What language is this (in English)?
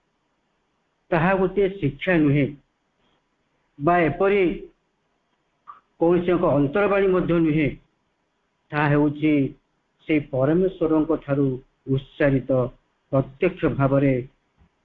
Odia